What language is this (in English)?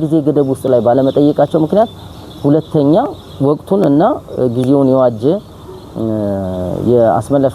Amharic